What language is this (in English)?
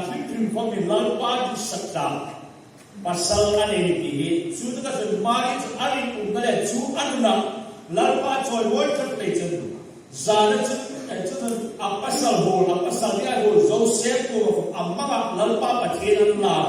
Hmar